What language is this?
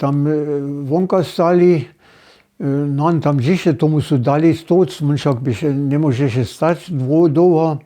Upper Sorbian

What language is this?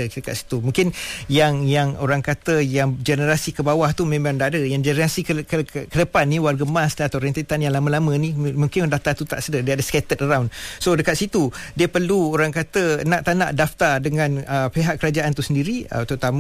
Malay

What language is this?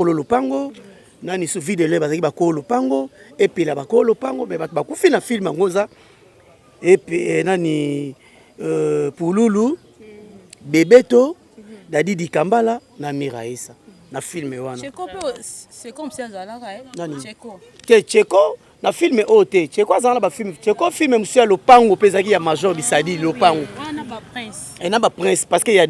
Lingala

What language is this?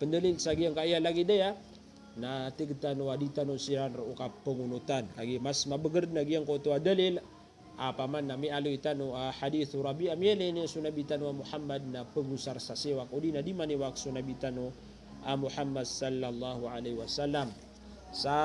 Maranao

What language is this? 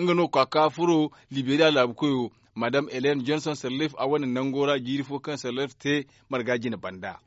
Zarma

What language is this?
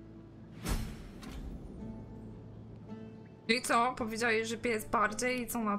Polish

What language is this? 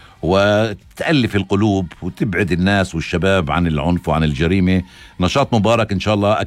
North Levantine Arabic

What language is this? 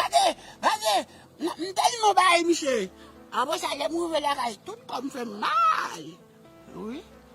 Haitian Creole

